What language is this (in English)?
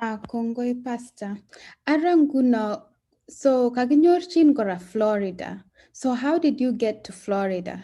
Kalenjin